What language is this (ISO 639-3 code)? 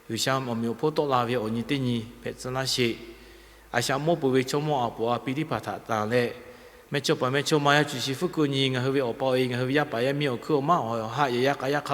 lhu